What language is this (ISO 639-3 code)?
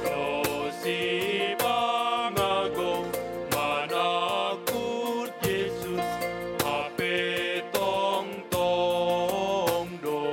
bts